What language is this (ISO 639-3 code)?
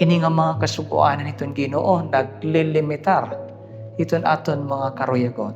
war